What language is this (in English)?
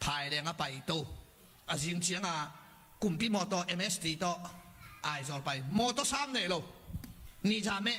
Tedim Chin